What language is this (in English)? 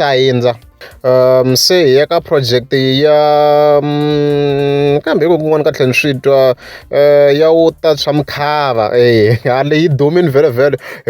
Tsonga